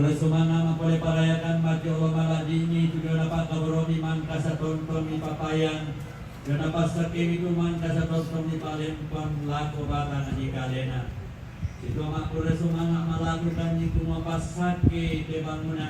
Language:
Toraja-Sa'dan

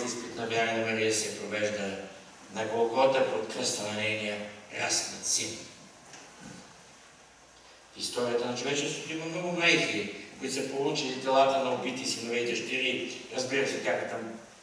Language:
Bulgarian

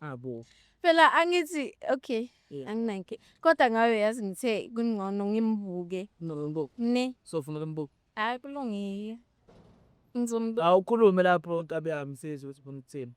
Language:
Zulu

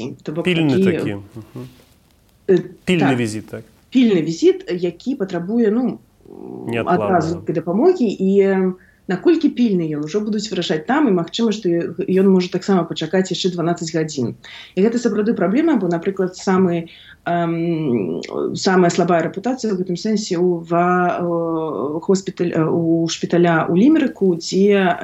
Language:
Belarusian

